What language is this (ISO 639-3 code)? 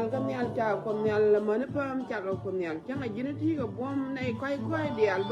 nus